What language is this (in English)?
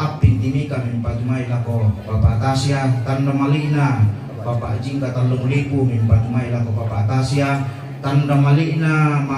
Toraja-Sa'dan